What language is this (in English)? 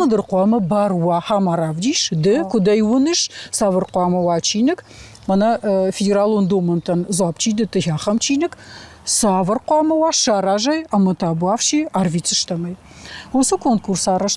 Ossetic